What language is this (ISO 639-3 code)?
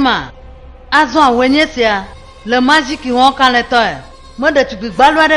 ewe